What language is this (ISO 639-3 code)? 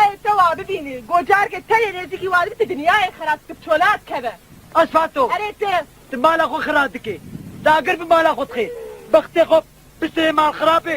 kur